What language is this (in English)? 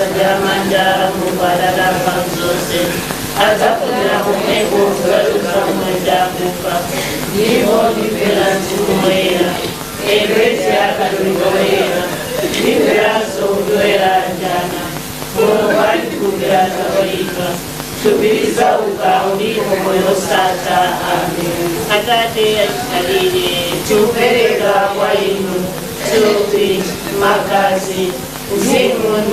Nyanja